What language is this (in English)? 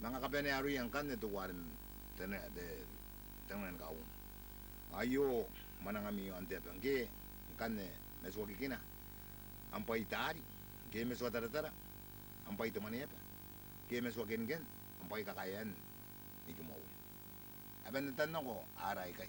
Gilbertese